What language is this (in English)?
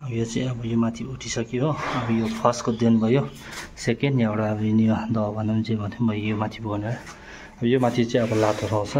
Nepali